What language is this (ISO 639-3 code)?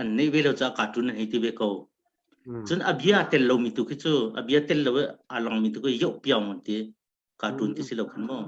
cnh